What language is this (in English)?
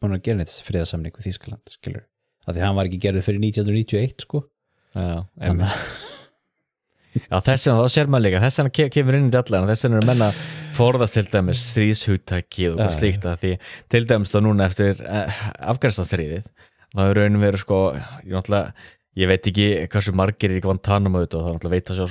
Icelandic